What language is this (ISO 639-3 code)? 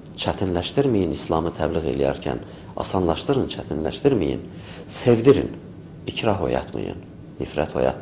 aze